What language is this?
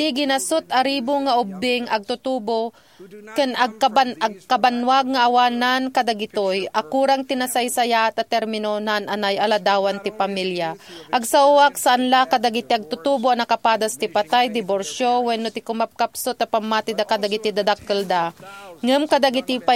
Iloko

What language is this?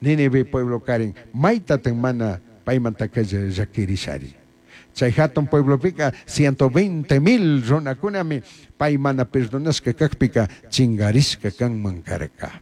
Chimborazo Highland Quichua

